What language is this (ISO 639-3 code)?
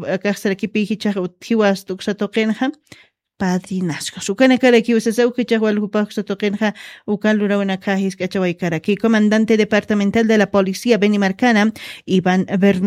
aym